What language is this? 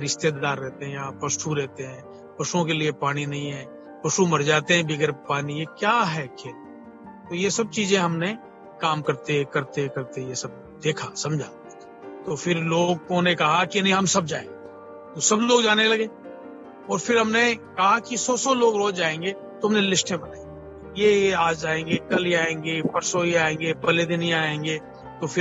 Hindi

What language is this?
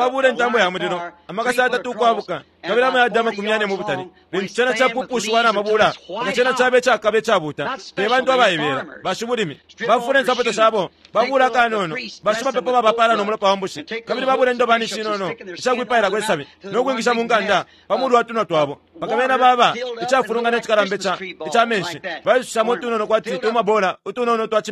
Bemba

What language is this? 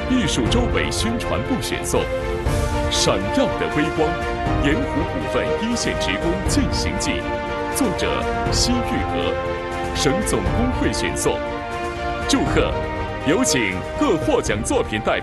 Chinese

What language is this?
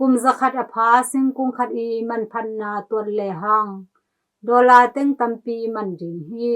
Tedim Chin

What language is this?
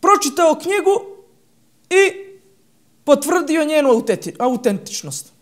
Bosnian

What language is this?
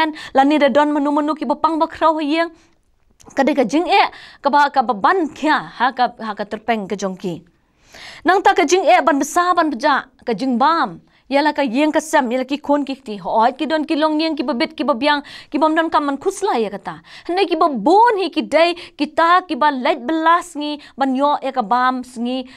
Khasi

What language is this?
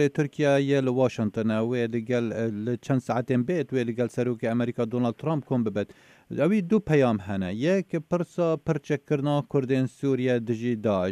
Kurdish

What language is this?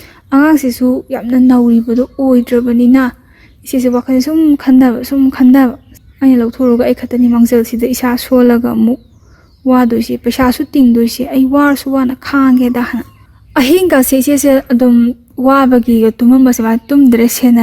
Manipuri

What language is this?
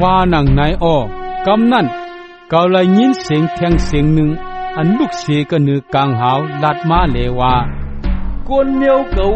Shan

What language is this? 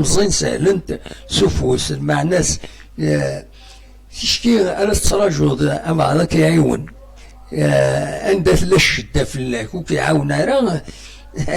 Kabyle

